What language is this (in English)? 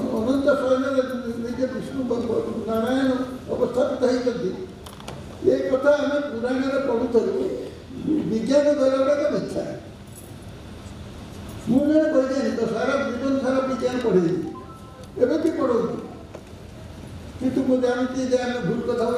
Odia